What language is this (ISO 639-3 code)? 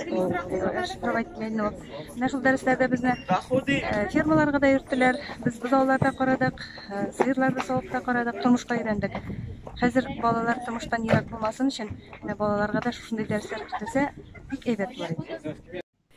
tat